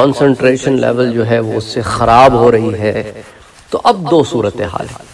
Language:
Urdu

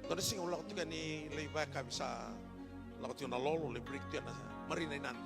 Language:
Fijian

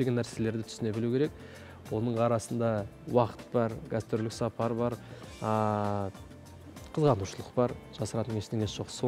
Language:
Kazakh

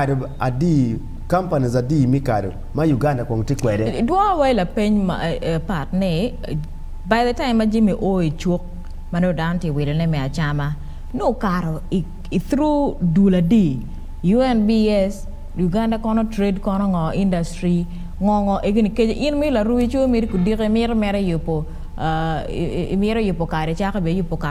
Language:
Acoli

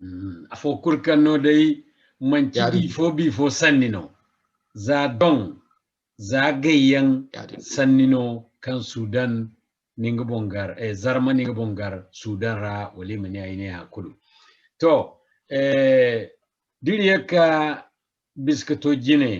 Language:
Zarma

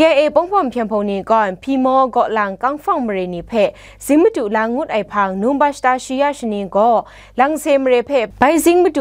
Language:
Kachin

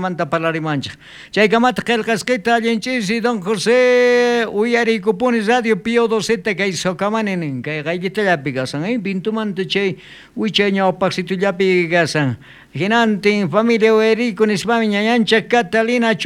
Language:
South Bolivian Quechua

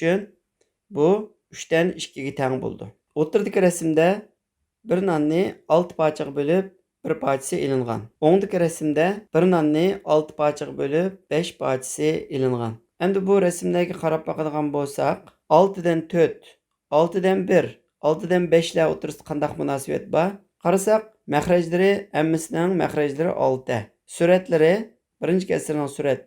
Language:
Uyghur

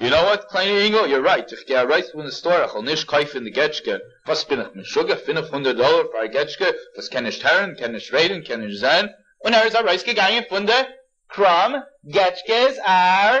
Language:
Yiddish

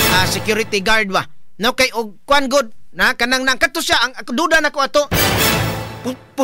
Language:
Cebuano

